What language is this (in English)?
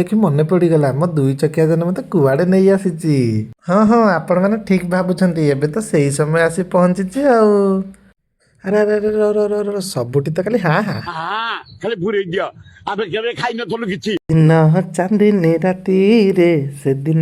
Odia